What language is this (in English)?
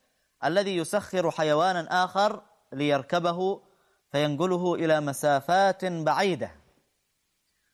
Arabic